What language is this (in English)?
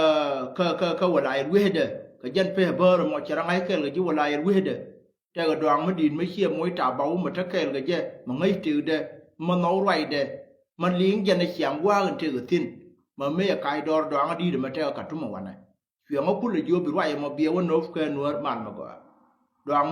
Nuer